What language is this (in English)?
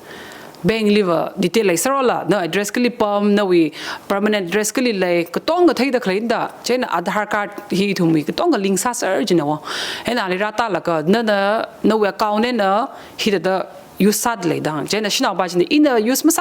Tangkhul Naga (India)